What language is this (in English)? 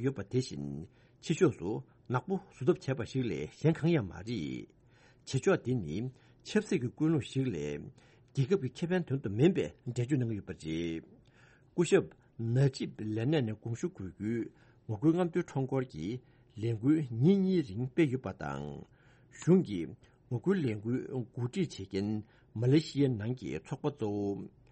Tibetan